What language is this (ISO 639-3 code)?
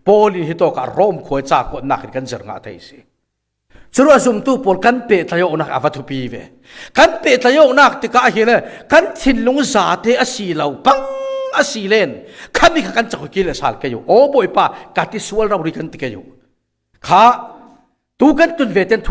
cfm